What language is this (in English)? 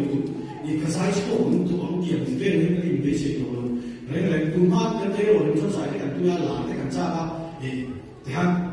Mizo